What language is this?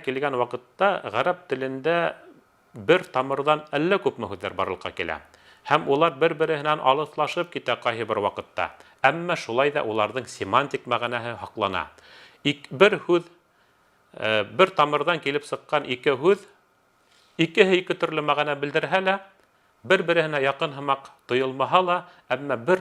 Bashkir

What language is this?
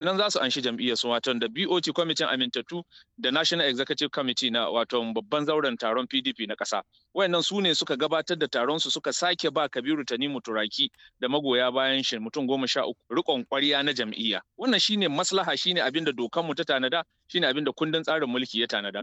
Hausa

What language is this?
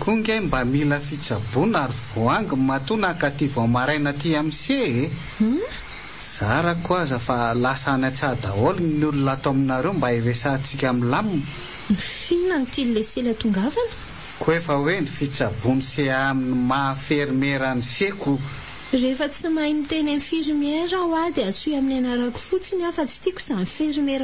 Malagasy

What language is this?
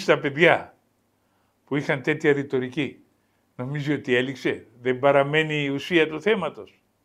Greek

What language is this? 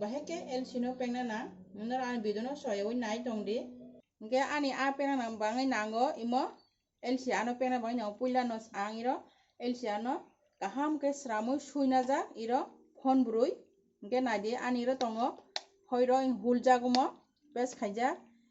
Kok Borok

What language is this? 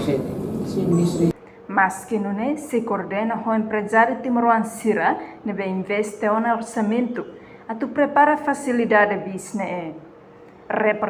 Tetum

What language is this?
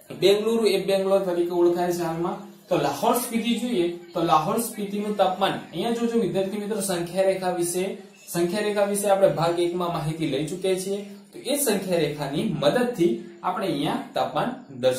Gujarati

